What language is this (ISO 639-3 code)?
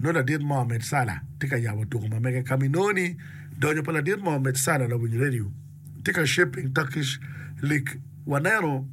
ach